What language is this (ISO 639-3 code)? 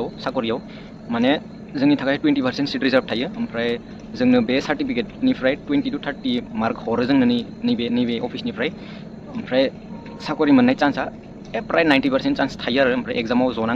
brx